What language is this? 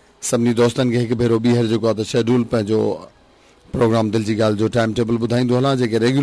Sindhi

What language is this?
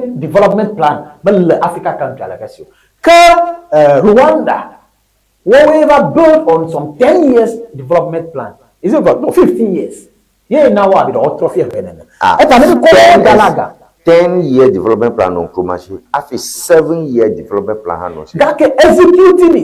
Ewe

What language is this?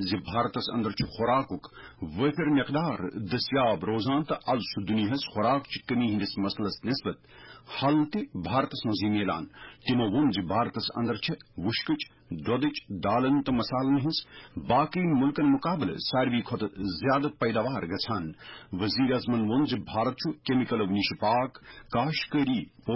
Kashmiri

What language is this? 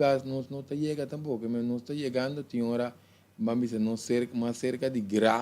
Papiamento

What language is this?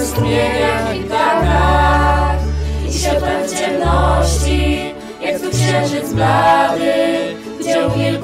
Polish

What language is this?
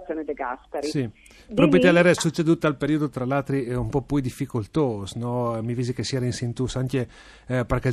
Friulian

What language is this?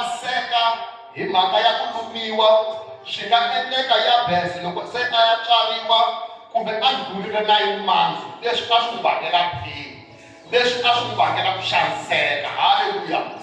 Tsonga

